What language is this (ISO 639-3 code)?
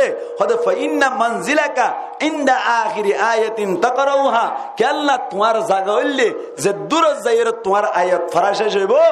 rhg